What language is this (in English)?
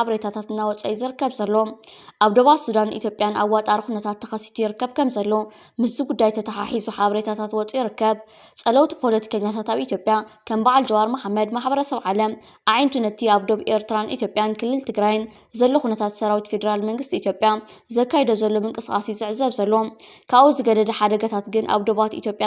Tigrinya